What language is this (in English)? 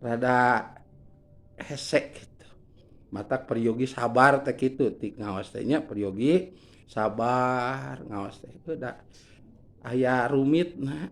Sundanese